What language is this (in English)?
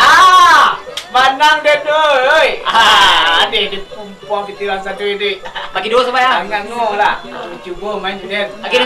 Minangkabau